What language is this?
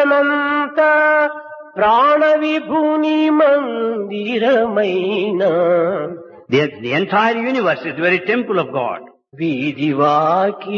Telugu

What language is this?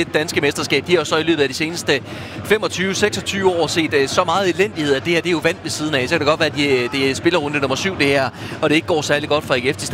Danish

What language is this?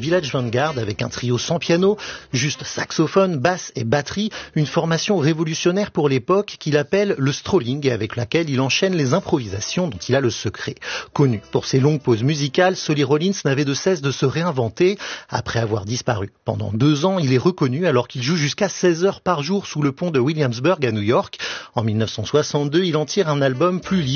French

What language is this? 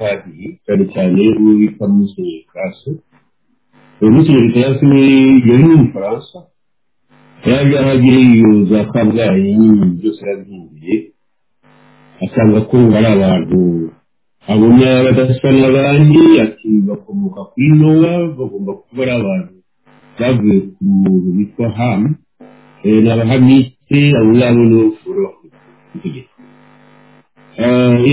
Kinyarwanda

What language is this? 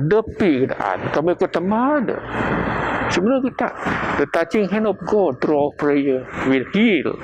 Biatah Bidayuh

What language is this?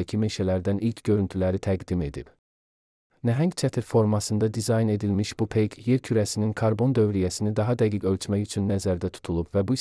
Azerbaijani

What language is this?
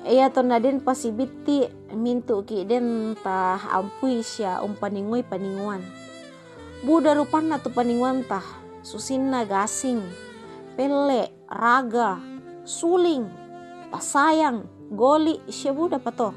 Toraja-Sa'dan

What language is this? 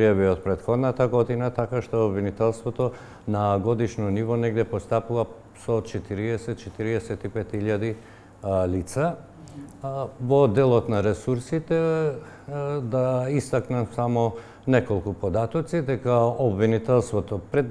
Macedonian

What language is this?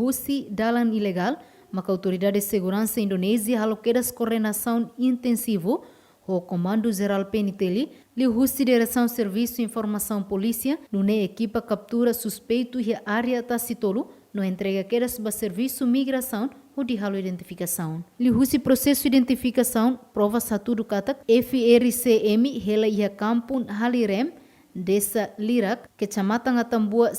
Tetum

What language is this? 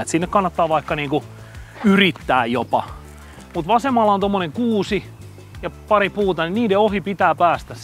Finnish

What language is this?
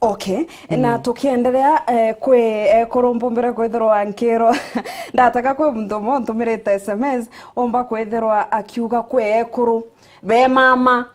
Meru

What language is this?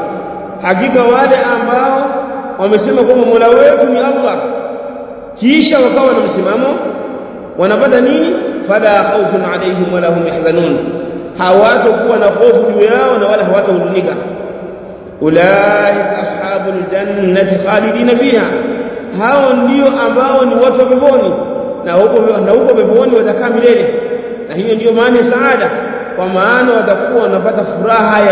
Swahili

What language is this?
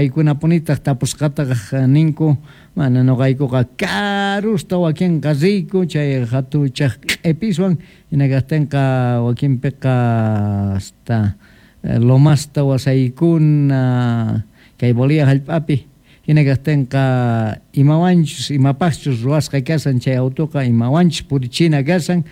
Quechua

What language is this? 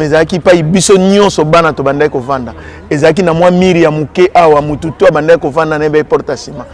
Lingala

